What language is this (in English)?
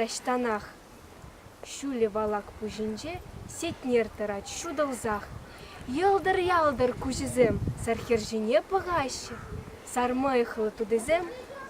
Chuvash